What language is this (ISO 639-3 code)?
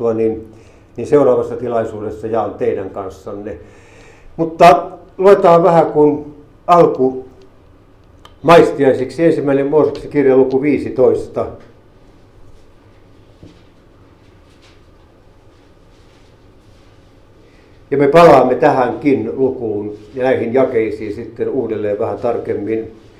fin